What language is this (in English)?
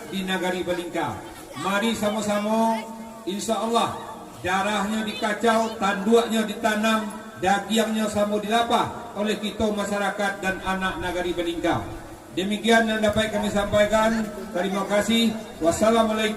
Minangkabau